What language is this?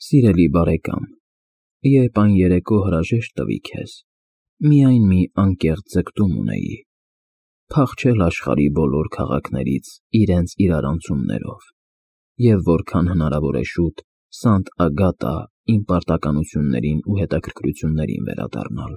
Armenian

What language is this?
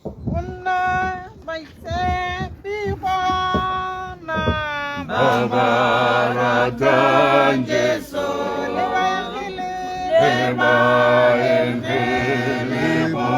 Tswana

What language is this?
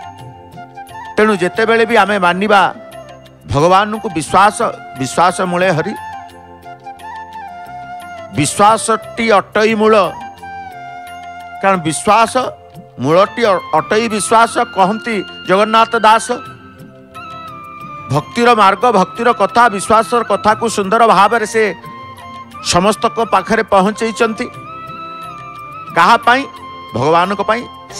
Odia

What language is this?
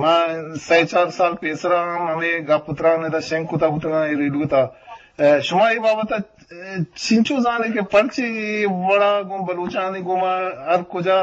Eastern Balochi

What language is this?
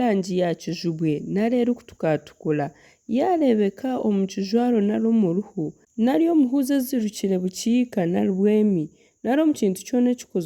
Nyankole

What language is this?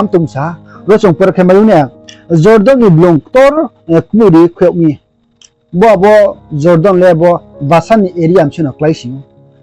Riang (India)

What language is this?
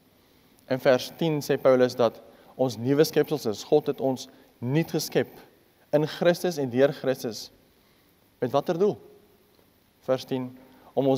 Afrikaans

